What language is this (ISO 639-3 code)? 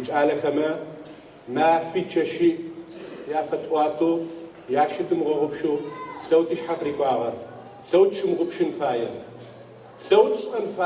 ady